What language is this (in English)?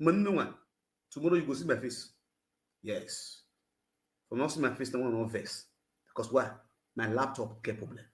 Nigerian Pidgin